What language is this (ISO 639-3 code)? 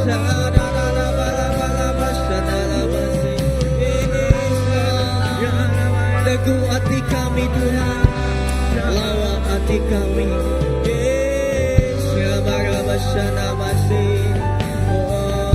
iba